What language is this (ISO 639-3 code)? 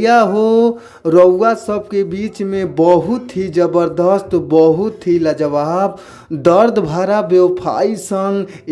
bho